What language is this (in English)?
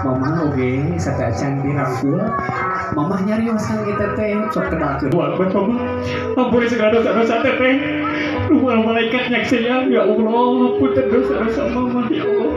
Sundanese